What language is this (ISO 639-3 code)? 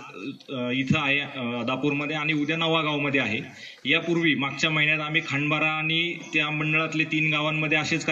mar